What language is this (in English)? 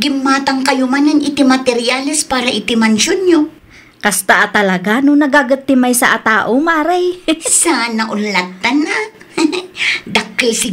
Iloko